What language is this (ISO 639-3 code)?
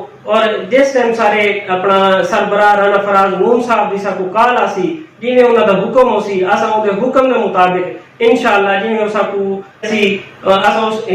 skr